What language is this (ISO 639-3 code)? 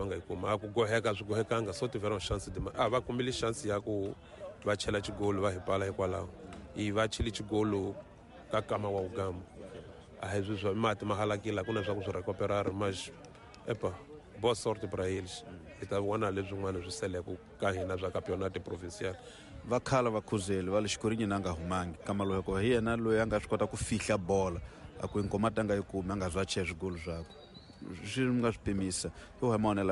tso